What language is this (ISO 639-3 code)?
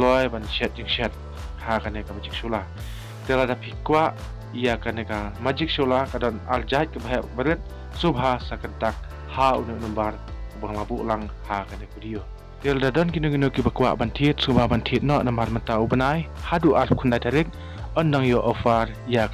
kha